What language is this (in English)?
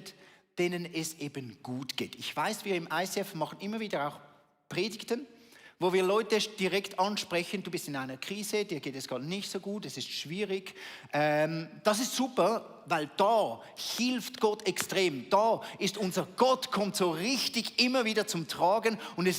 Swiss German